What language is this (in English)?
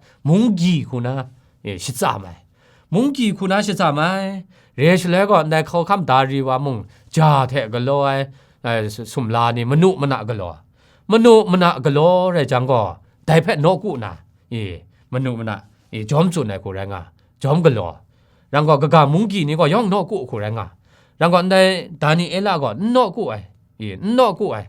Kachin